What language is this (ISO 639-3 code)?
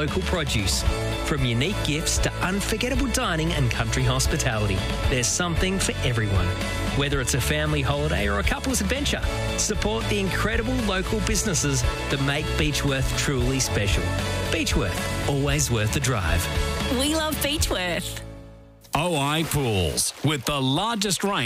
eng